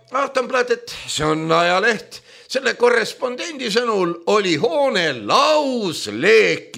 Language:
Estonian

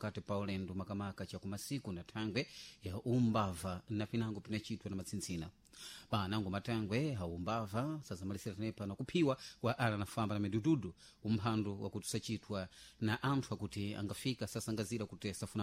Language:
Sena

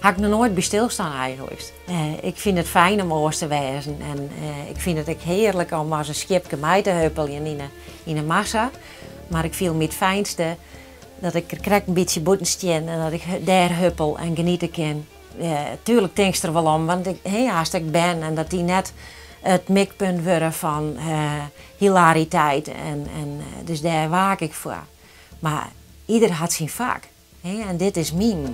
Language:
Western Frisian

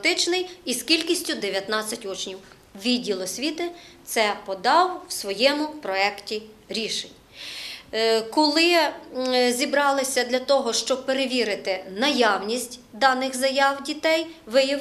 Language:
Ukrainian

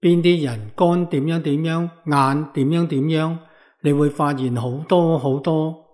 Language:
Cantonese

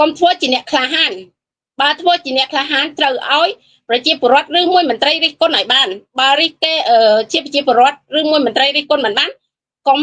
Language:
Khmer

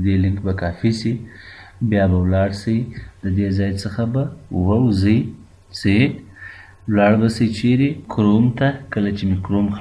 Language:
Pashto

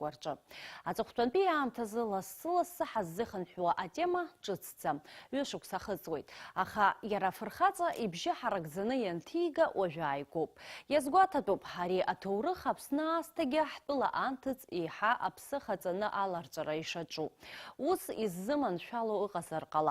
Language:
Abkhazian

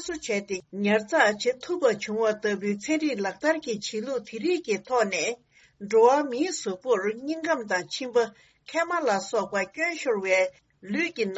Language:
Tibetan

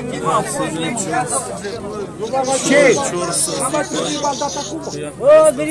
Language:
Romanian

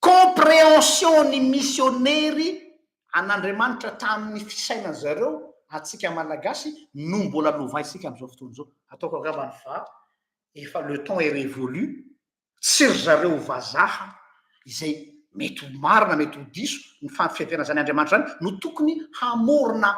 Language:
Malagasy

